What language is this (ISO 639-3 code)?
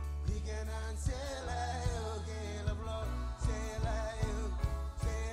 mah